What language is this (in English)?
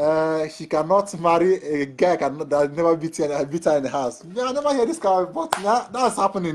Nigerian Pidgin